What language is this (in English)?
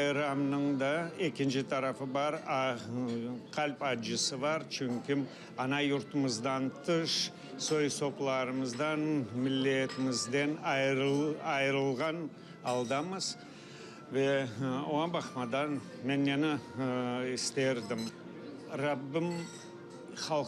Crimean Tatar